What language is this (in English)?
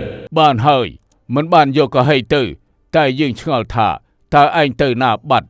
Khmer